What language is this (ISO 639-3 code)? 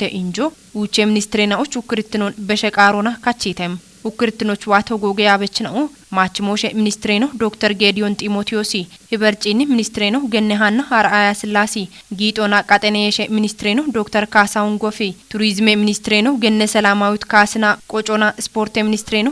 kbr